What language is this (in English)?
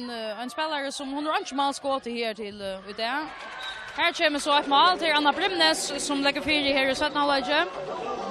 Faroese